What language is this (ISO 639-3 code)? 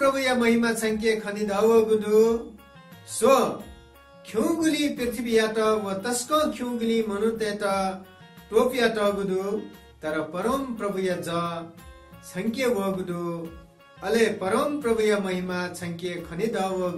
new